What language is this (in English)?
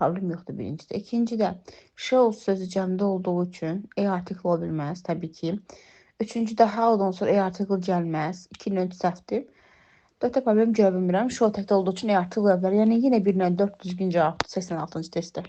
Azerbaijani